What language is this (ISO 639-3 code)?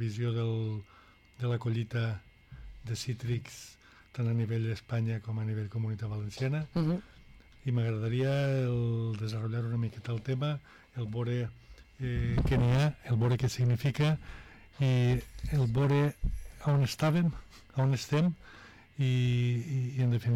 cat